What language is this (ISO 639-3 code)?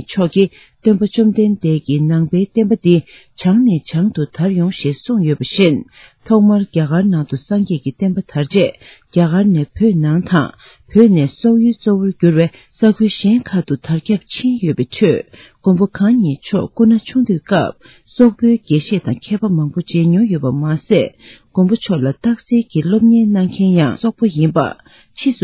bod